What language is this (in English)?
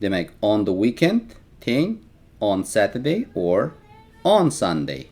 Uzbek